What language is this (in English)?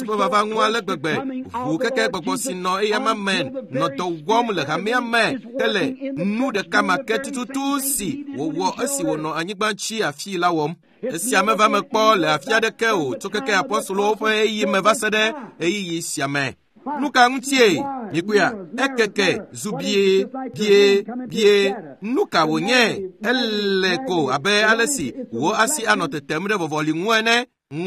Ewe